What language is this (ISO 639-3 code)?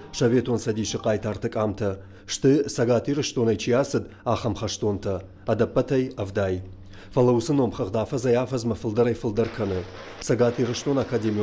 oss